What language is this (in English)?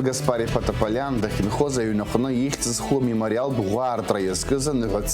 Abkhazian